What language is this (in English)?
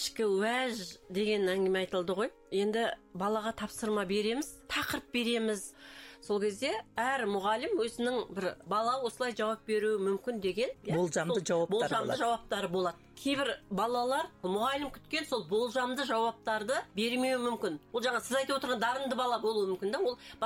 Kazakh